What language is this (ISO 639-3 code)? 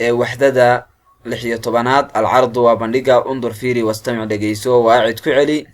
som